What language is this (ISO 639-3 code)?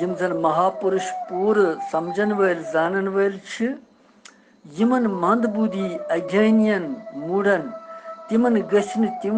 kas